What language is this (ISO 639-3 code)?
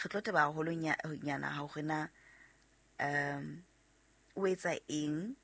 sot